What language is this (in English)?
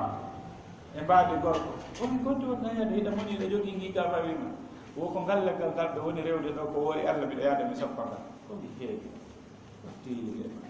Fula